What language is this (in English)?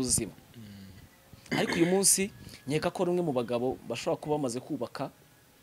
Kinyarwanda